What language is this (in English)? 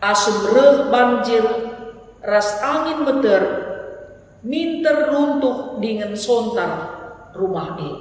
Batak Karo